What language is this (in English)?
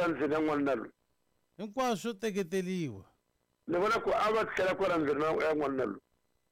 Tsonga